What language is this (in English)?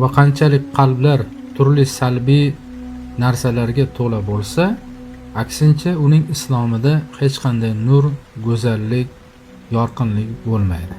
Uzbek